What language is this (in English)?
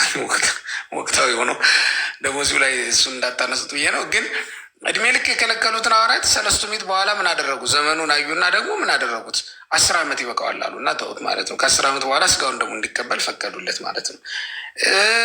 Amharic